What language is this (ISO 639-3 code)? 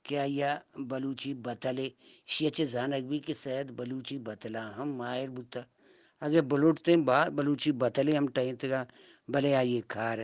bgp